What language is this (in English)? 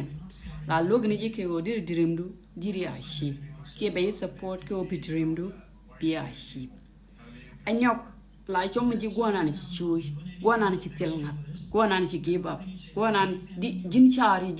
Nuer